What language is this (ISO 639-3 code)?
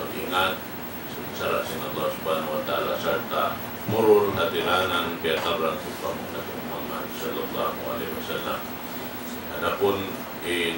tsg